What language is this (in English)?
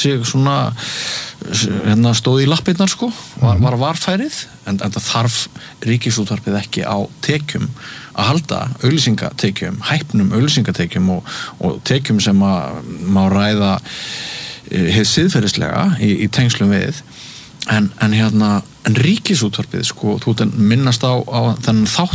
Icelandic